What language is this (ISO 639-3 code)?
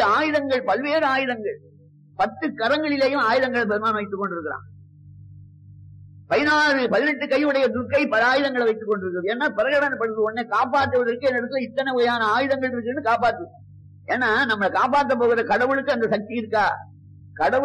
tam